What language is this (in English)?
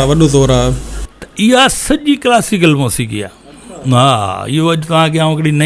Sindhi